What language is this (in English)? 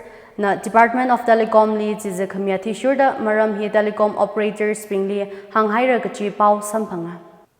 Tangkhul Naga (India)